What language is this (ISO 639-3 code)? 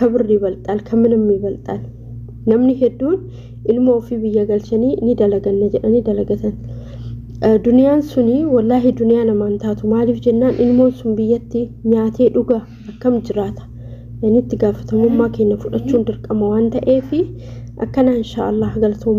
orm